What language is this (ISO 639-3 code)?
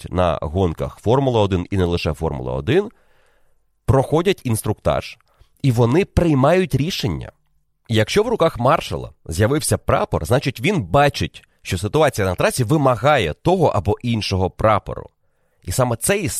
ukr